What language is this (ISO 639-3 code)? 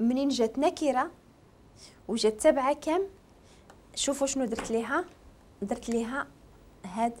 ary